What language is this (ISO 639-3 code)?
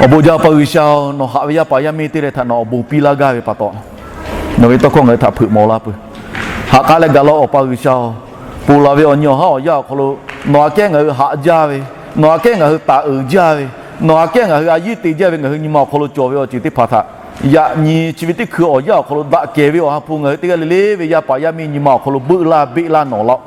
lhu